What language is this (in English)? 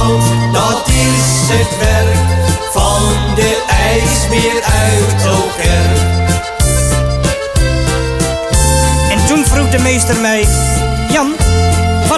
Dutch